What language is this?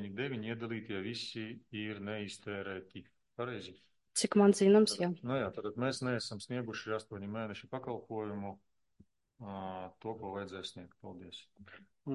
Latvian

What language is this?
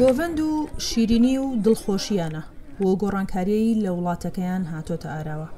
Central Kurdish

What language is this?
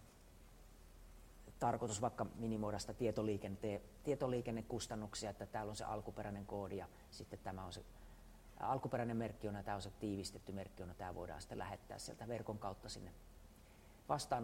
Finnish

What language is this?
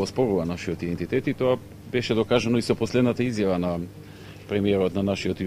Macedonian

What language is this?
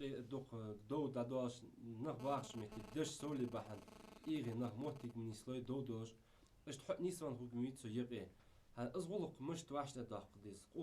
Ingush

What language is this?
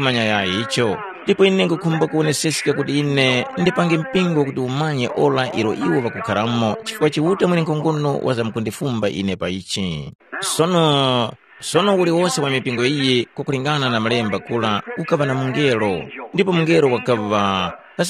Tumbuka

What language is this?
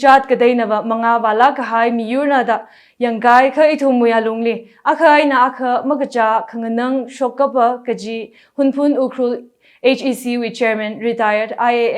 Tangkhul Naga (India)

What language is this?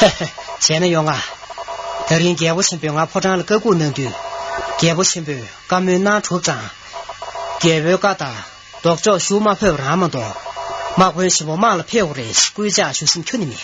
Tibetan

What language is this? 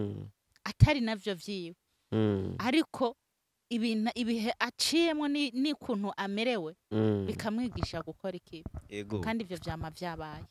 Rundi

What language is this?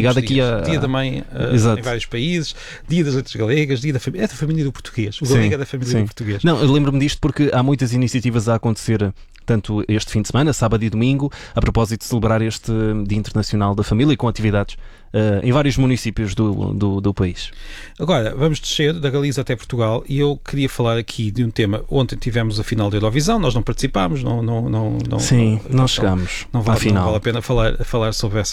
Portuguese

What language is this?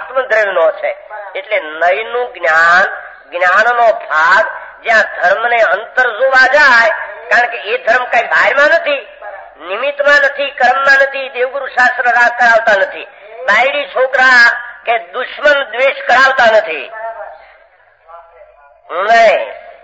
Gujarati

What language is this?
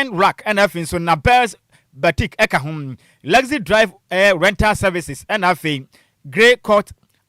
Akan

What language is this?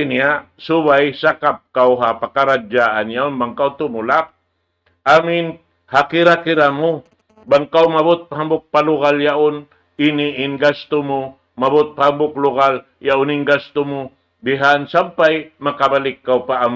Tausug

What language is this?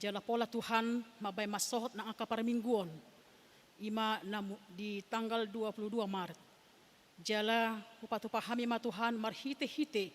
Batak Toba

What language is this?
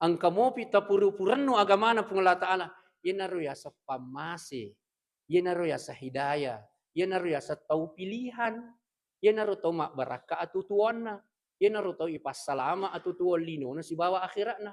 Buginese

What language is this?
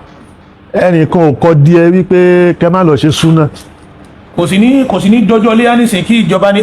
Yoruba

